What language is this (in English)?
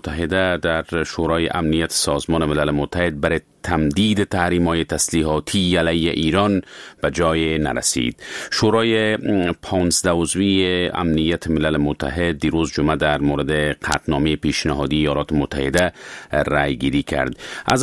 Persian